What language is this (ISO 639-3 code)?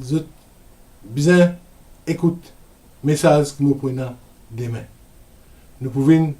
mfe